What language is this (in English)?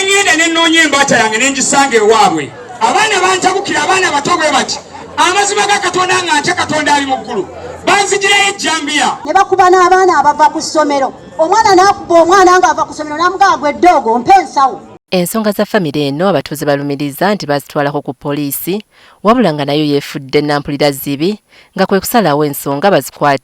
Ganda